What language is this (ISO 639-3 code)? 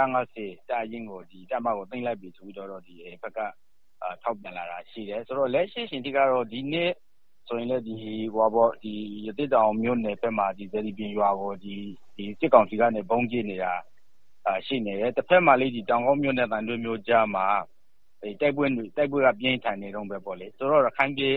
mya